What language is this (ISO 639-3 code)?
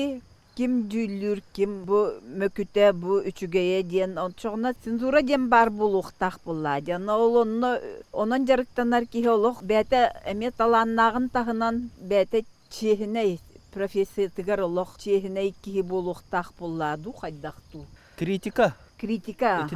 sah